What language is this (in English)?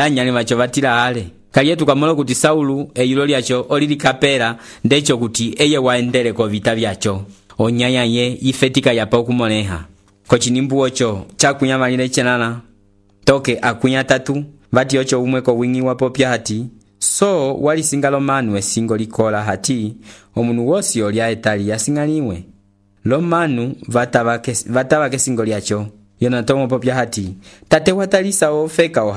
Umbundu